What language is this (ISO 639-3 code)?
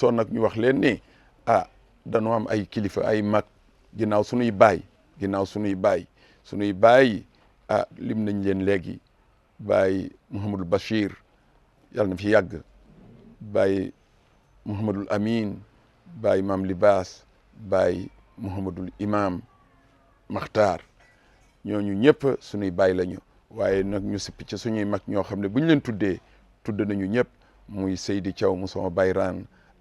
wol